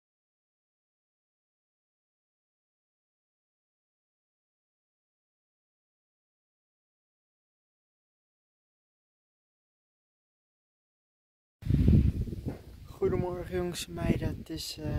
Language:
Dutch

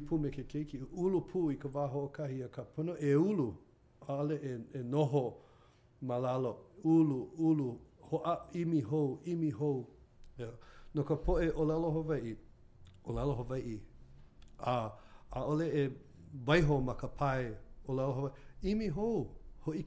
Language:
Hawaiian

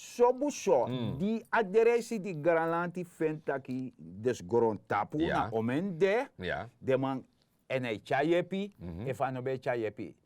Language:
Sranan Tongo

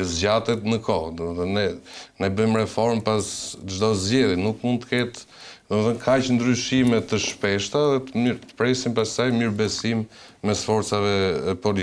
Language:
Albanian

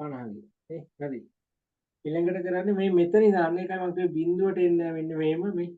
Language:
Sinhala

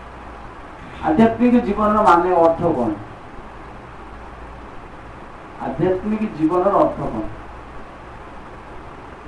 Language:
Odia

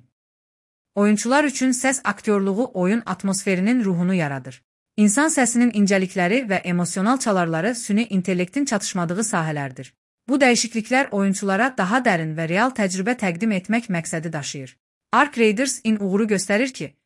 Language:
Azerbaijani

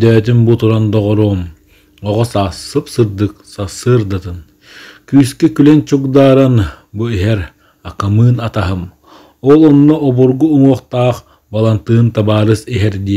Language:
Yakut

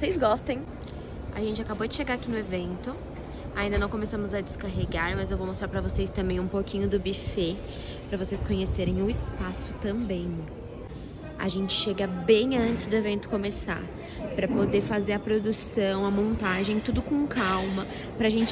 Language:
Portuguese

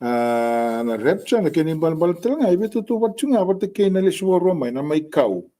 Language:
Fijian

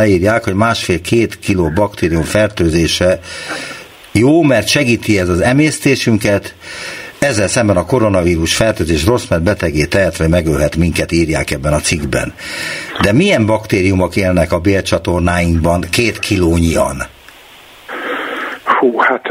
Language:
Hungarian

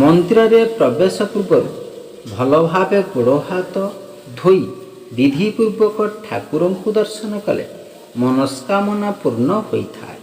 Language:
Odia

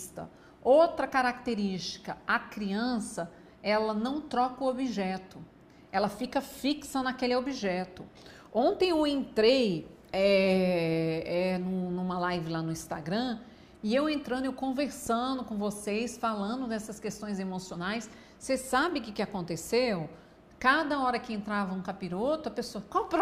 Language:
Portuguese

